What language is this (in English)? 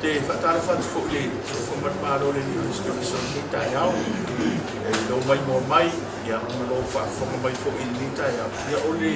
Samoan